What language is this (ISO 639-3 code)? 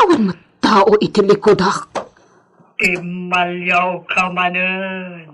ilo